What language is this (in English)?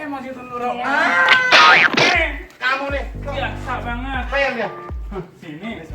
Betawi